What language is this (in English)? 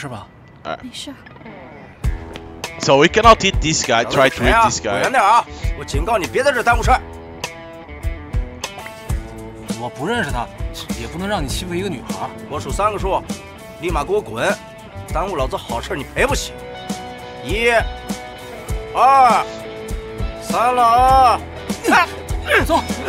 Chinese